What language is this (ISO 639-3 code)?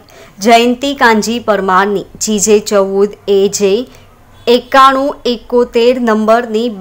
guj